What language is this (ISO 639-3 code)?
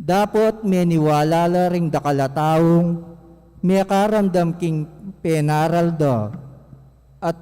pam